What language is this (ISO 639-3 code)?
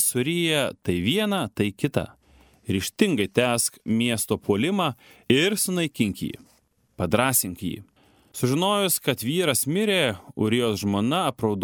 lit